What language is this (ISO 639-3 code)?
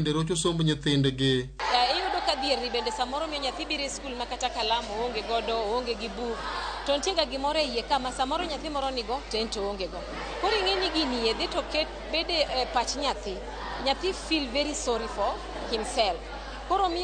luo